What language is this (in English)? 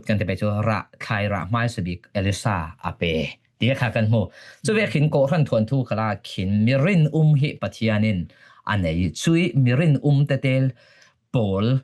Falam Chin